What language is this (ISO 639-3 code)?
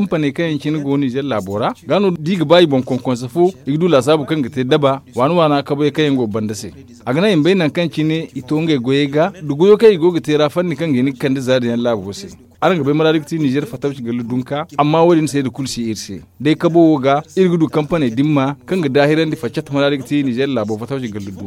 dje